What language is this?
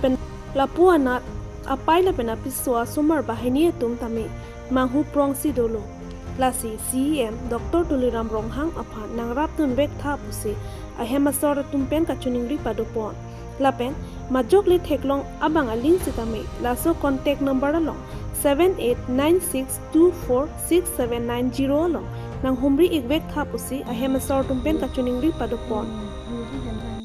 Karbi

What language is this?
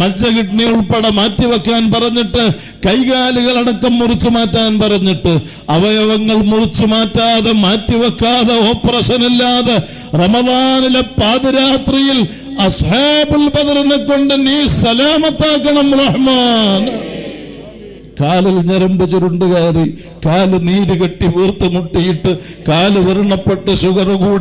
Malayalam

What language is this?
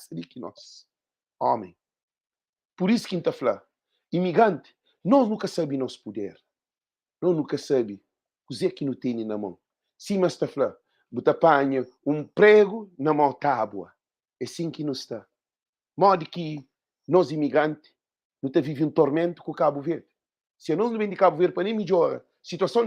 Kabuverdianu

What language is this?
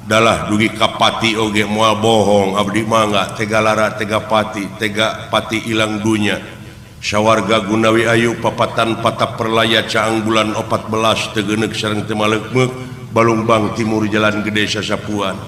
Sundanese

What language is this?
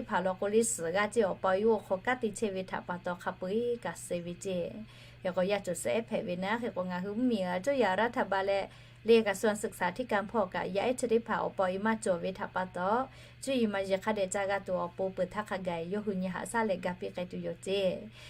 Lahu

